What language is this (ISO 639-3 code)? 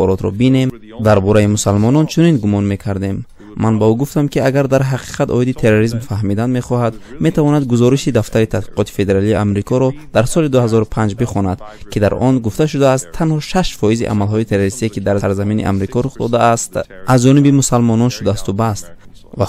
tgk